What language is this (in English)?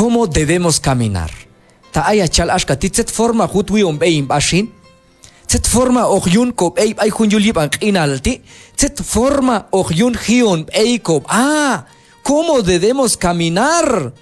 Q'anjob'al